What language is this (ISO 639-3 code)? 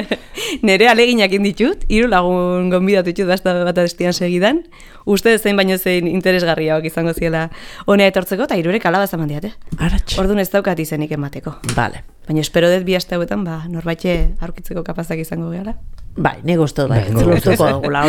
eus